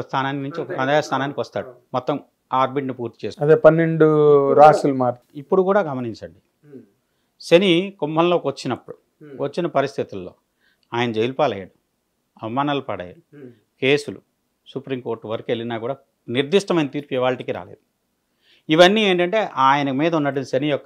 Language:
Telugu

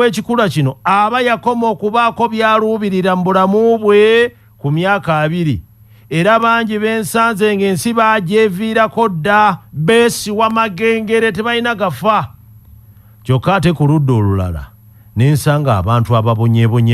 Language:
Ganda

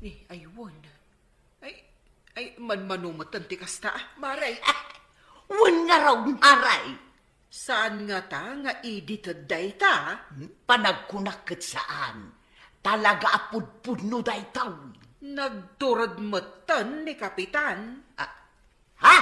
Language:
Iloko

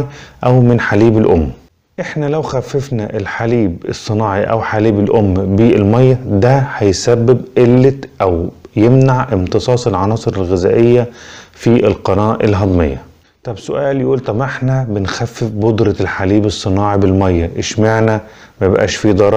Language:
Egyptian Arabic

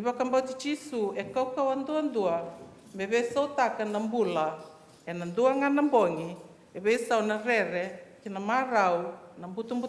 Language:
Fijian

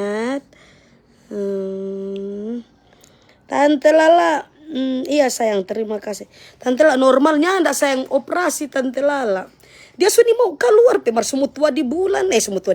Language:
Manado Malay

